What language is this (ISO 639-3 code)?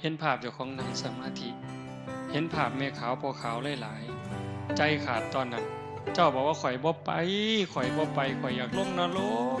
tts